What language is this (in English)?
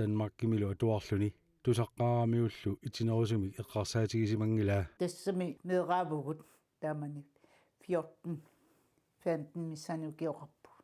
Kalaallisut